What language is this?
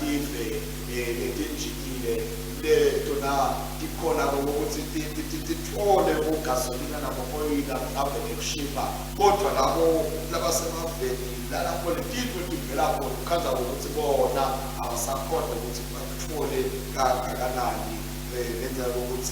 Swati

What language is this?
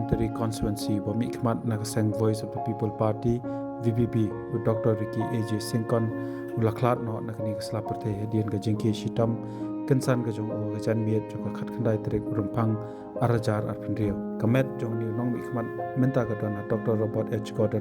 Khasi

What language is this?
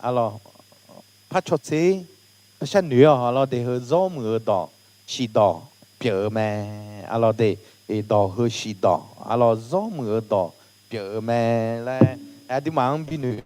Akha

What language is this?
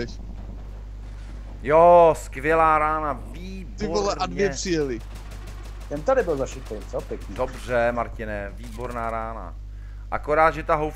Czech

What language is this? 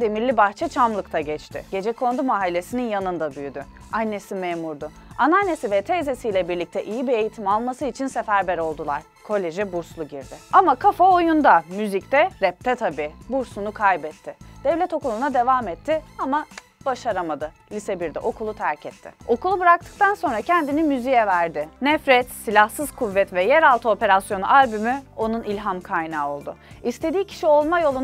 Turkish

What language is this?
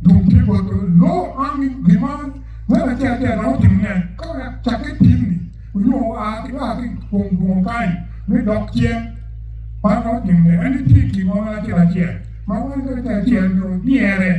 Acoli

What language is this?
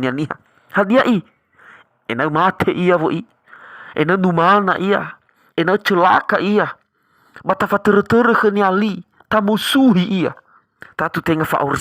Nias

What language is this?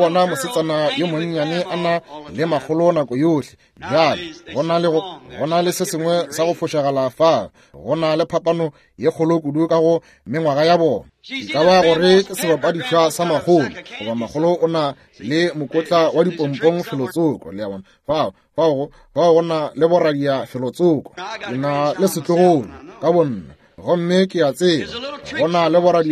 Northern Sotho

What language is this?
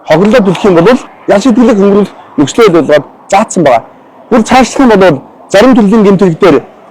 Mongolian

